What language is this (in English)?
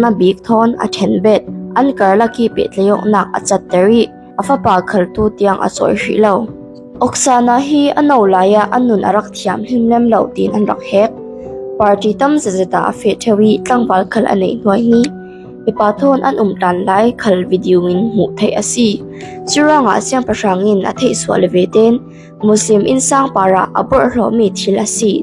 Falam Chin